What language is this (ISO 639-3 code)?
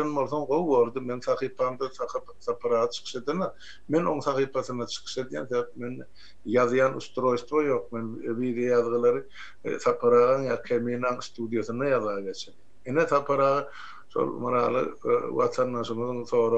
tuk